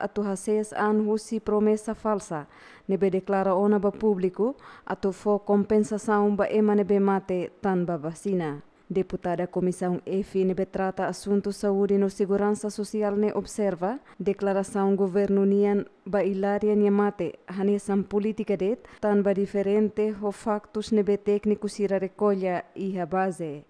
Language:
Tetum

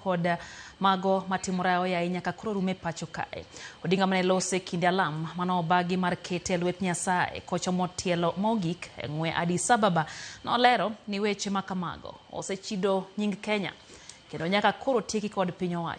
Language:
Luo (Kenya and Tanzania)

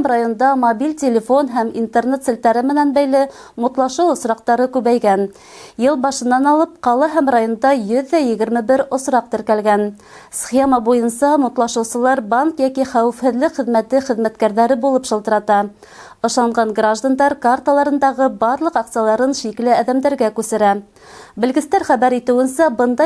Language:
Bashkir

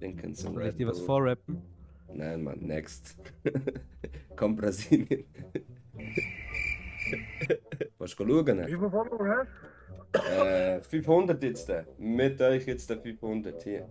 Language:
Swiss German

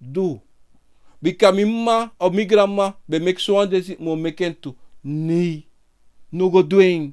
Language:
Sranan Tongo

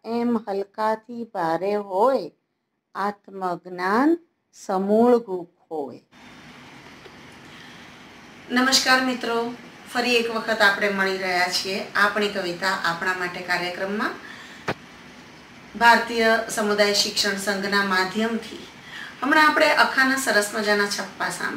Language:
Gujarati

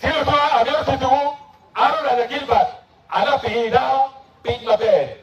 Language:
Acoli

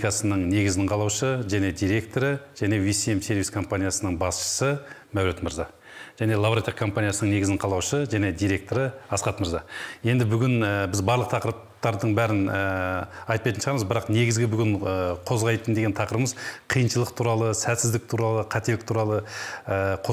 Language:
Kazakh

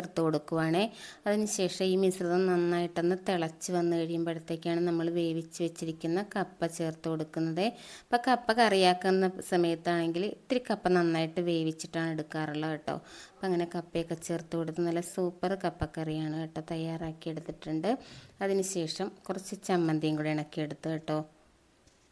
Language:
Malayalam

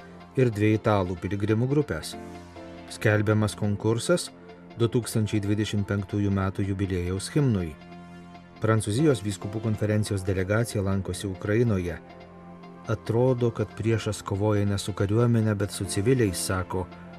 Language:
Lithuanian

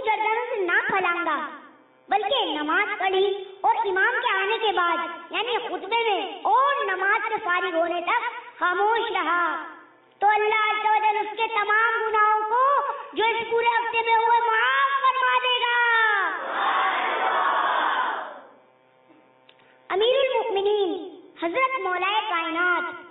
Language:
Urdu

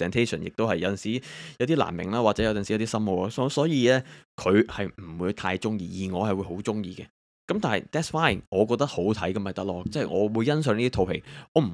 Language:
Cantonese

